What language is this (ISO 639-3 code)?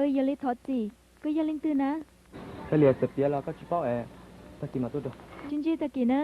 hmn